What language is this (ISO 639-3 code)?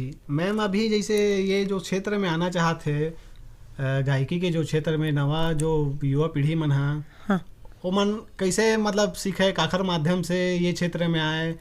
hne